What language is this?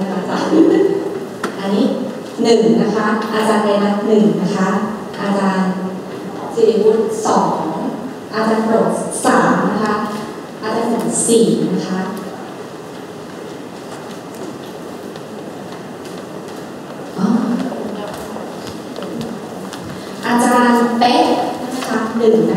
Thai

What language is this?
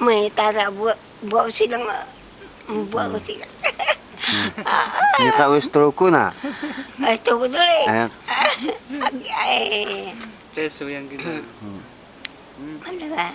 Taroko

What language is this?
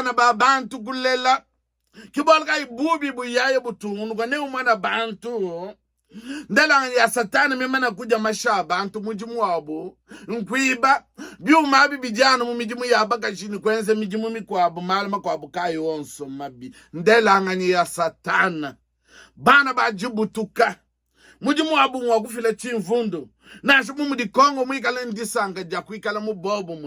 Luba-Lulua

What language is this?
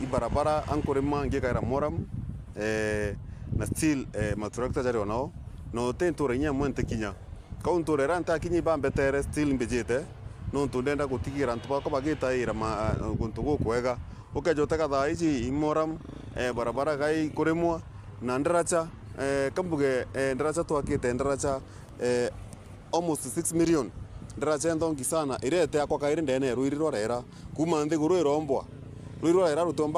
Meru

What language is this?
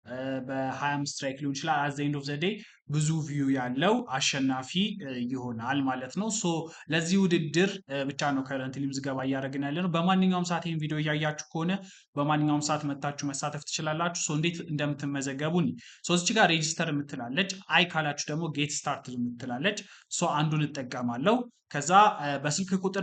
Amharic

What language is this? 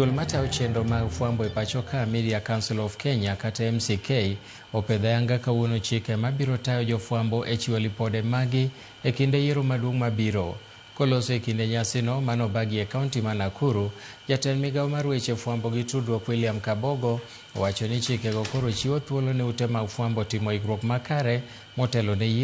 Luo (Kenya and Tanzania)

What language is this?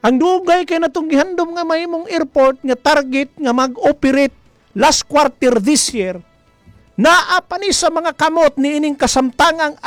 Cebuano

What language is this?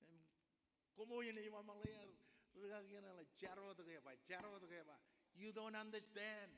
Marshallese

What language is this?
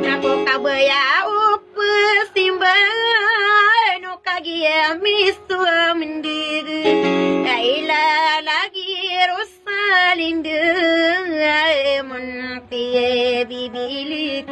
Maranao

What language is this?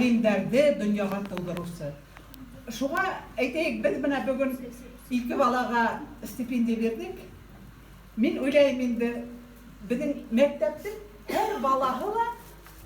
Bashkir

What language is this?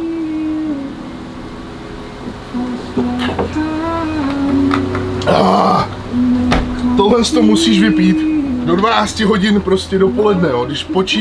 Czech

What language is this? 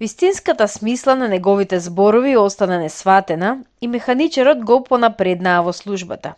Macedonian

